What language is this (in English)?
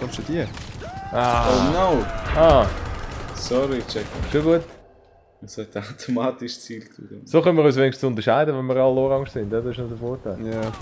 Swiss German